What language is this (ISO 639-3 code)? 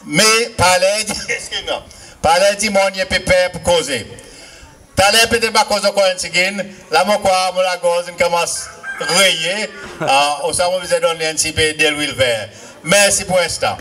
crs